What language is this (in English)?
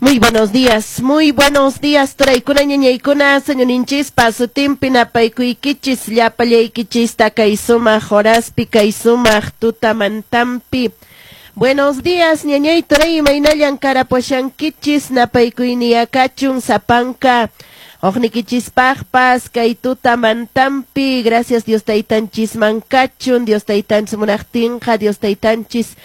Quechua